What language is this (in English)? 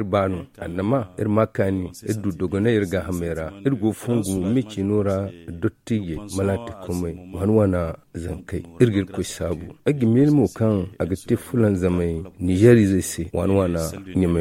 Zarma